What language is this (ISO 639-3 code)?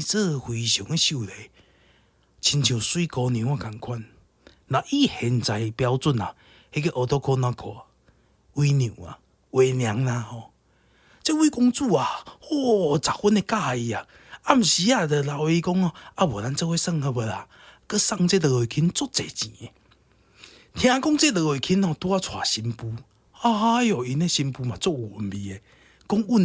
nan